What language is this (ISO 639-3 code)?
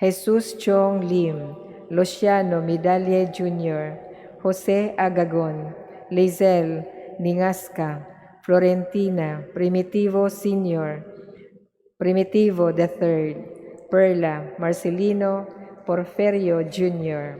ceb